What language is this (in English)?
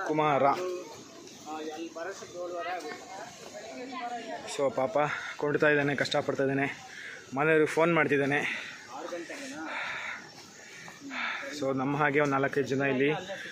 Kannada